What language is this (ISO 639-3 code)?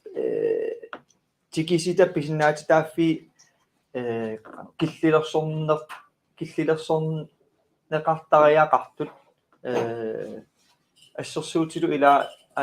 kal